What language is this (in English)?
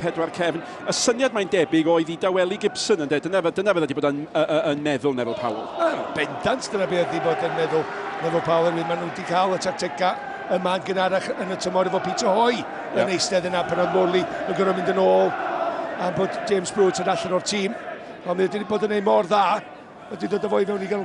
Welsh